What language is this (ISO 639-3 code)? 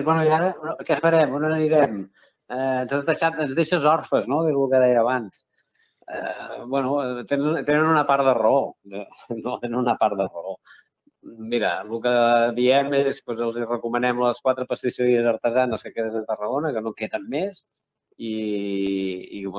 cat